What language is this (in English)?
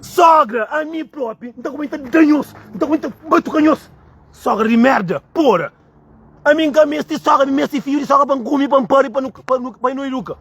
Kabuverdianu